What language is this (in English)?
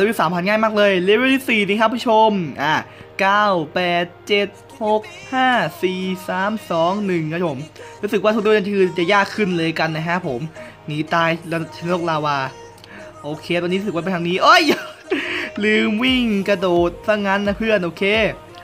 Thai